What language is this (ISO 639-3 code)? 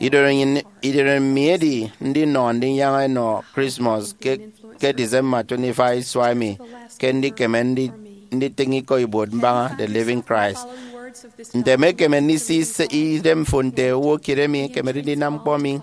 efi